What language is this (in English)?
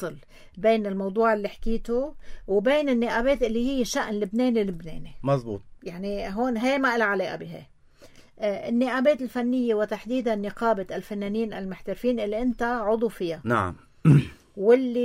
North Levantine Arabic